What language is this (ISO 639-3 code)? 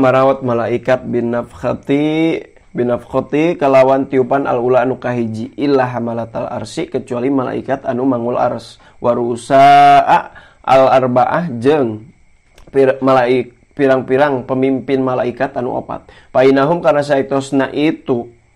sun